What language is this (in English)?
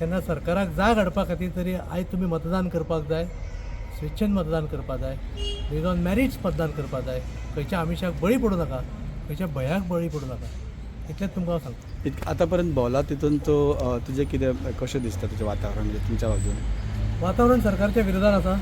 Konkani